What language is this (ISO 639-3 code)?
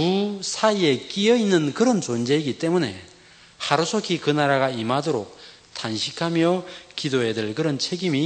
kor